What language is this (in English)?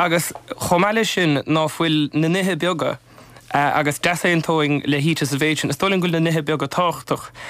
Irish